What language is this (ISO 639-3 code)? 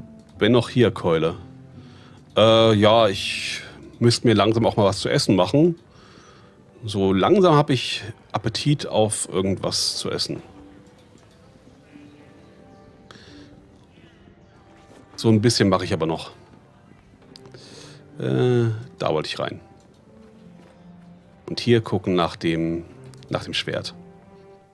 deu